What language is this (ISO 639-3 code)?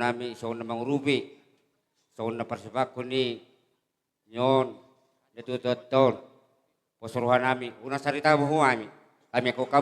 bbc